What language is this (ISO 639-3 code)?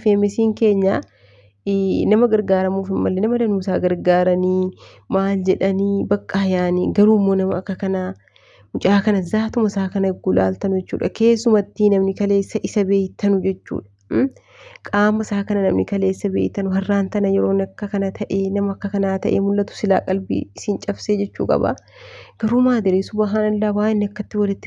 orm